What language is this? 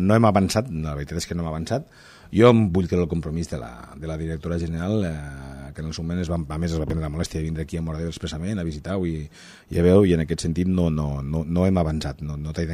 Catalan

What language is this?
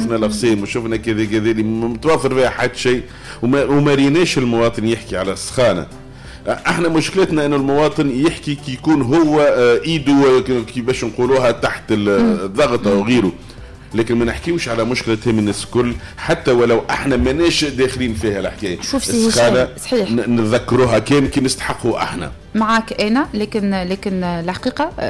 Tunisian Arabic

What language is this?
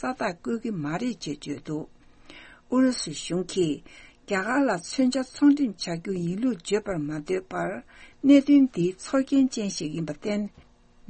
Tibetan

